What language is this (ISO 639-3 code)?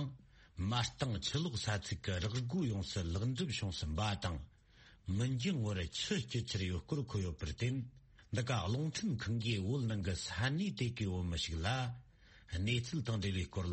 bod